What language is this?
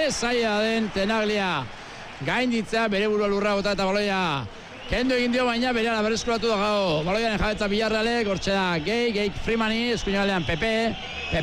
Basque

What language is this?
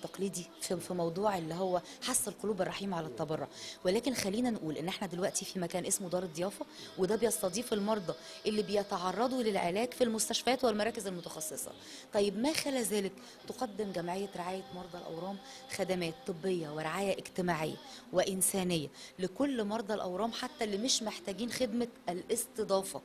Egyptian Arabic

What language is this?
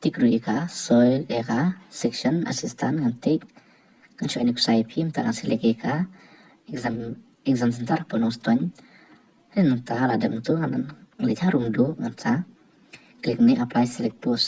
Khasi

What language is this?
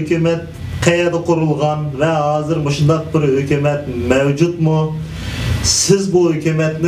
Uyghur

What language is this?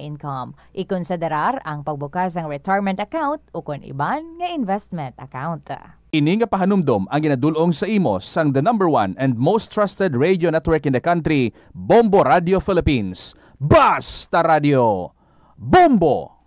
Hiligaynon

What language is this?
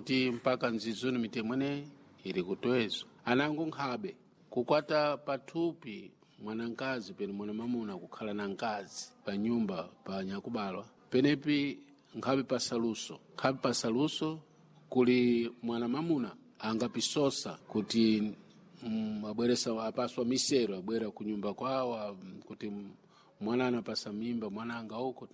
Sena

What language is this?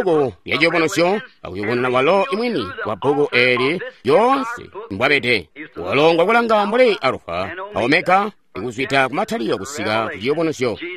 Tonga (Zambia)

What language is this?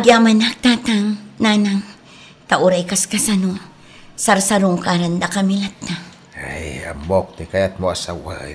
Iloko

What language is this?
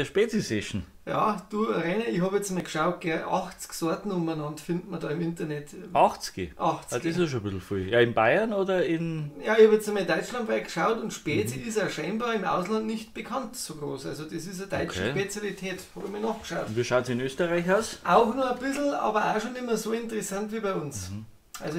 Bavarian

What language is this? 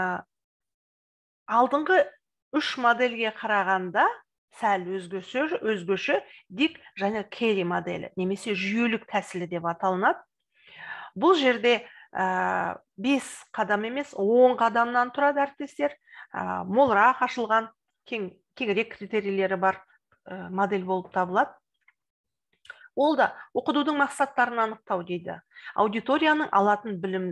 Kazakh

